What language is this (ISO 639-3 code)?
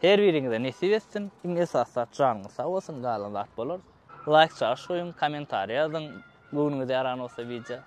tuk